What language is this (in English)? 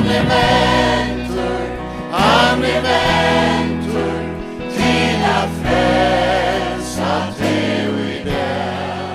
Faroese